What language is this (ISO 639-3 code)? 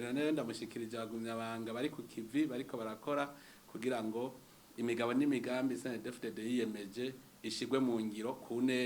run